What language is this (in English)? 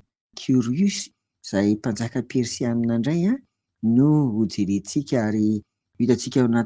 Malagasy